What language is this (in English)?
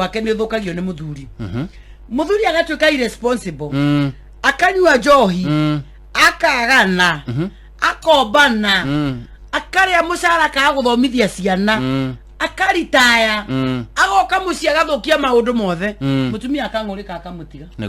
Kikuyu